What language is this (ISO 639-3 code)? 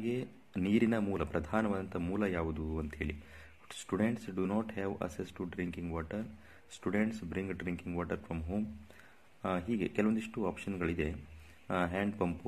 kan